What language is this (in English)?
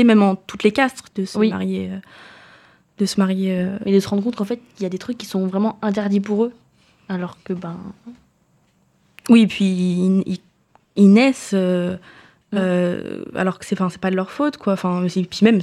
French